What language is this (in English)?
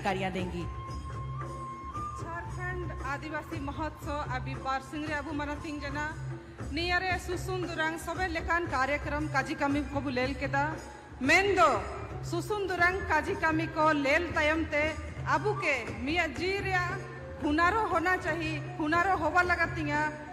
Hindi